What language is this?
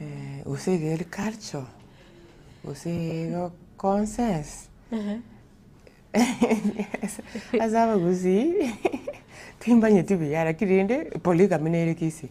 Gusii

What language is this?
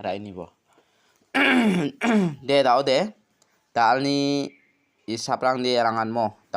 Garo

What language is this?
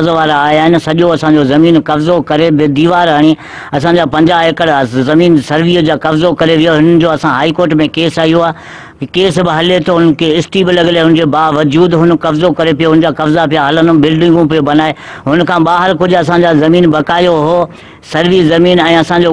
Sindhi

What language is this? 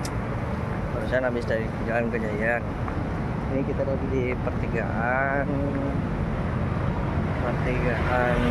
Indonesian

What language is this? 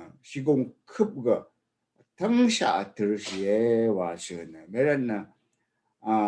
Rawang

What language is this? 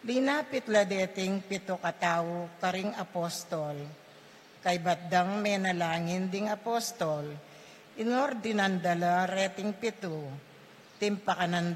Pampanga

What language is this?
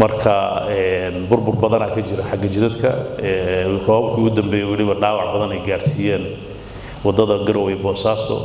Somali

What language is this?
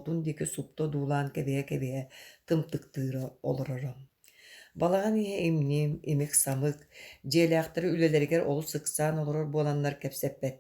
Yakut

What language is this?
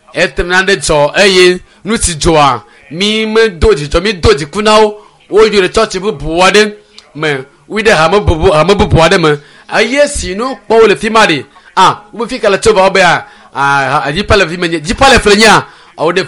Ewe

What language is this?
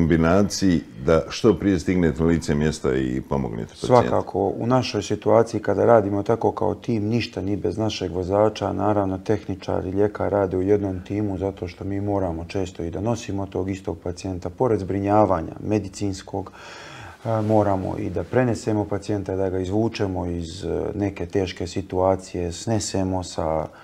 Bosnian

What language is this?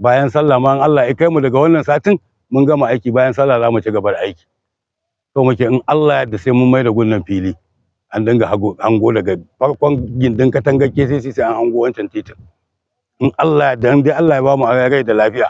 Hausa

